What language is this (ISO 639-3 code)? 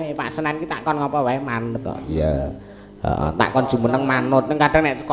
jav